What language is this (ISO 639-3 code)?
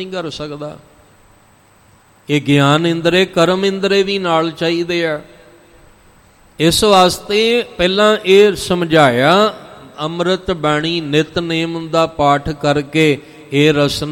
pan